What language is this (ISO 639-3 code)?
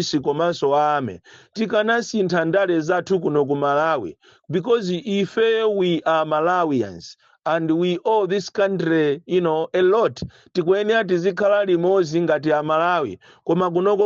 nya